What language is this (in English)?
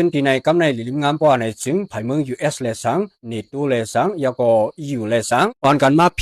Shan